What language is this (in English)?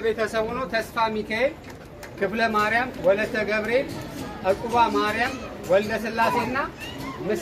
Amharic